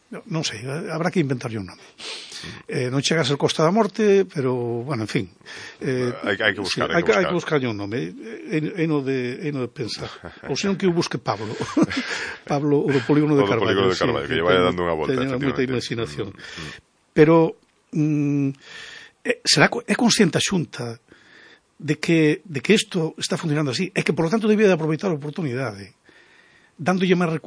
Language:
Galician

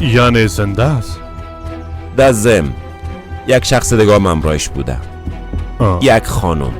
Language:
Persian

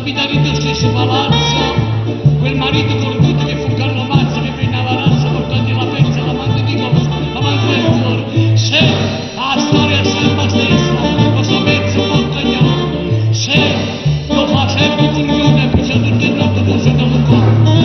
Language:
Neapolitan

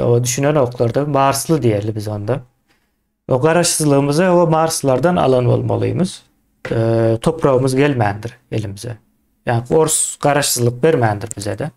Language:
Turkmen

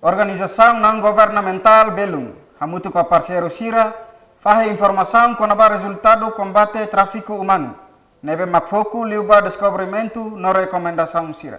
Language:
Tetum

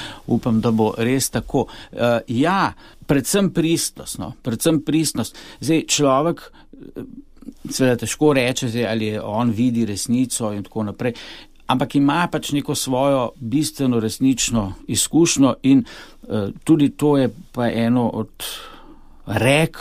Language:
Slovenian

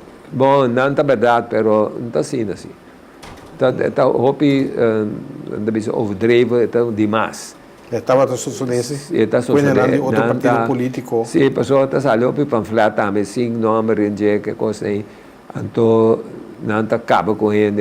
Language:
Papiamento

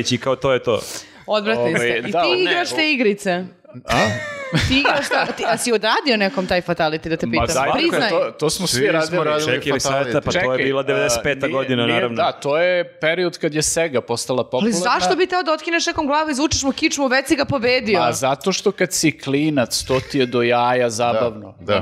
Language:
Serbian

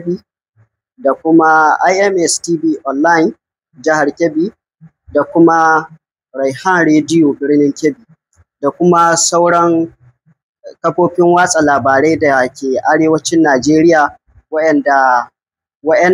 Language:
Hausa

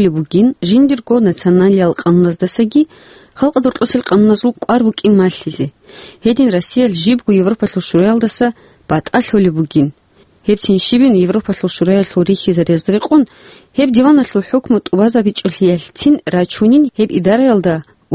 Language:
Avaric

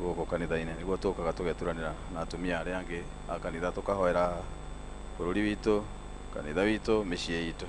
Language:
Kikuyu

